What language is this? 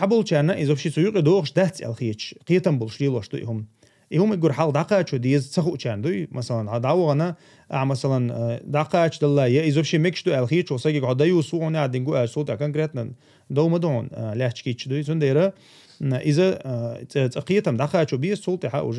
Chechen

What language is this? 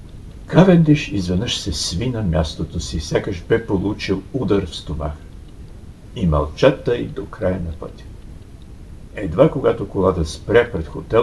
Bulgarian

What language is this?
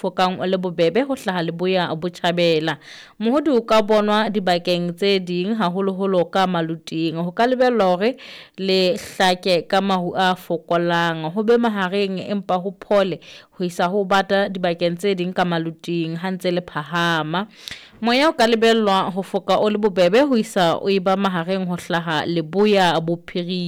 Southern Sotho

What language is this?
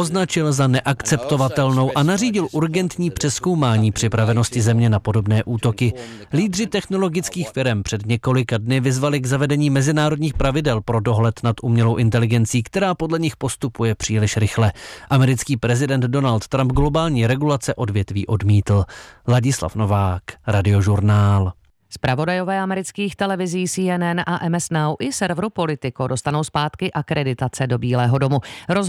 Czech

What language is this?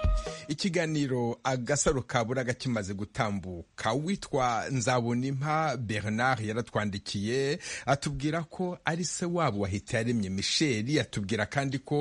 Kinyarwanda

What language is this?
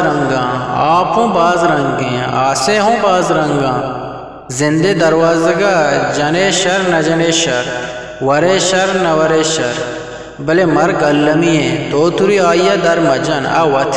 Eastern Balochi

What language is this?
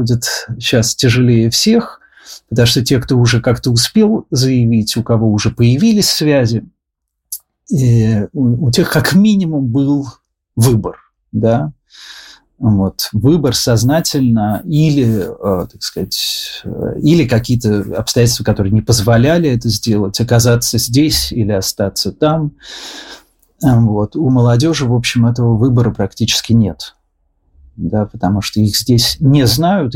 Russian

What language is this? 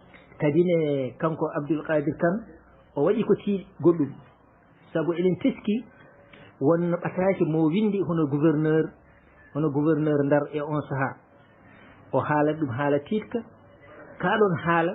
Fula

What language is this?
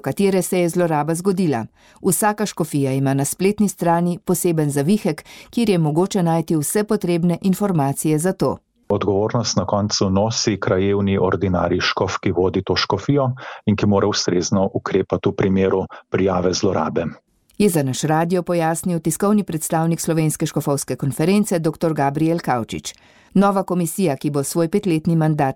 Slovenian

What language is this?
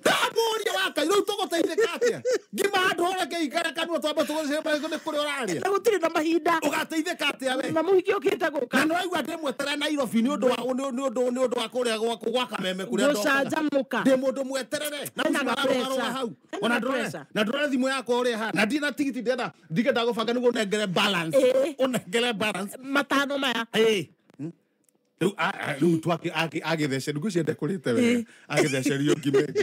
Kikuyu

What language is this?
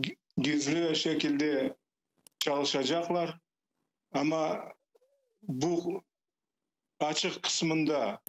Crimean Tatar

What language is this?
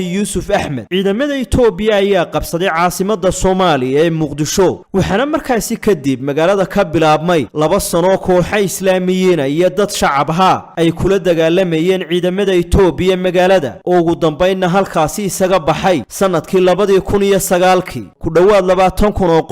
Somali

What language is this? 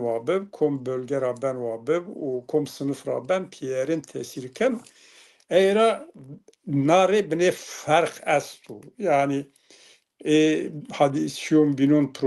Zaza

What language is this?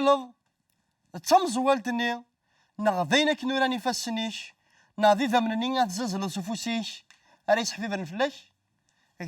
Kabyle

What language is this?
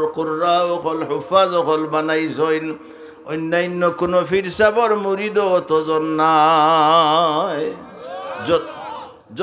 Sylheti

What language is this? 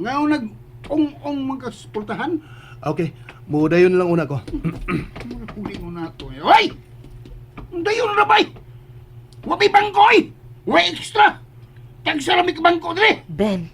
Cebuano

